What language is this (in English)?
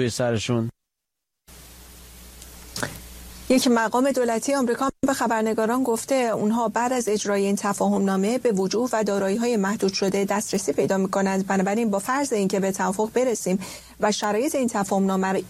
Persian